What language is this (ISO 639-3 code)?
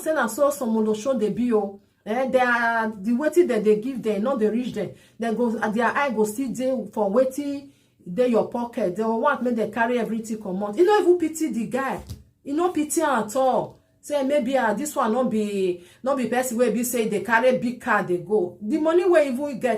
pcm